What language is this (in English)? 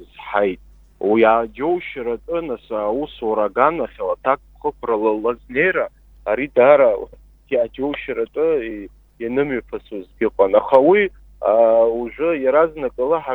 Abkhazian